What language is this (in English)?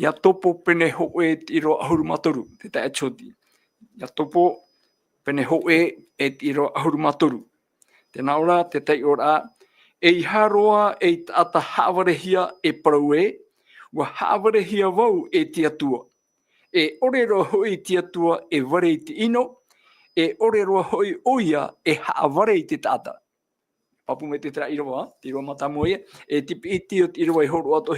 Tahitian